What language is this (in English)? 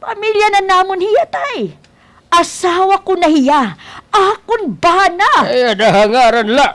Waray